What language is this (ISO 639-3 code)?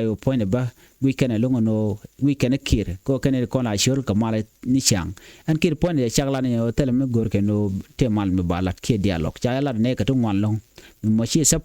nus